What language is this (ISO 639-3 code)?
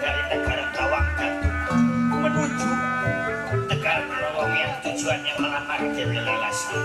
bew